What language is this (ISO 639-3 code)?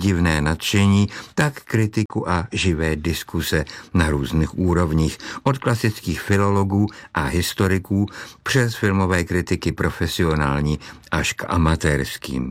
ces